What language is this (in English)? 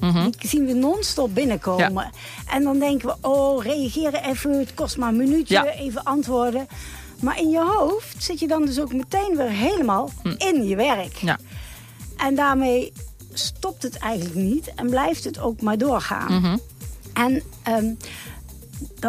Dutch